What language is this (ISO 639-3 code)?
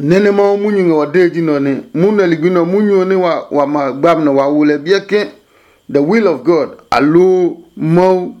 ada